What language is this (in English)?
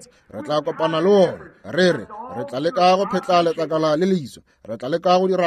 Northern Sotho